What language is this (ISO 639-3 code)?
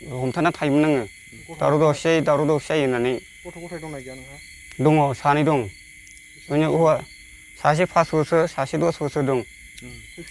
brx